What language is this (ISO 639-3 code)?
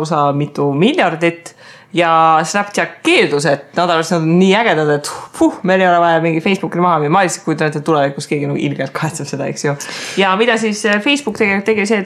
est